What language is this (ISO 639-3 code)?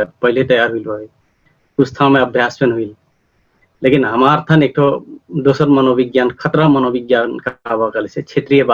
thl